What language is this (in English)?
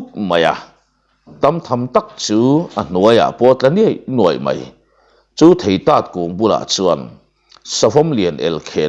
Mizo